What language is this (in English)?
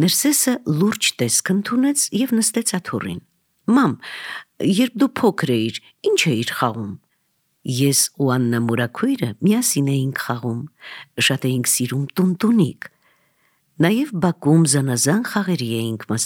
Armenian